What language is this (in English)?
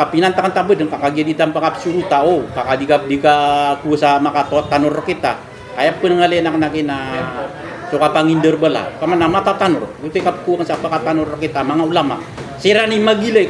Maranao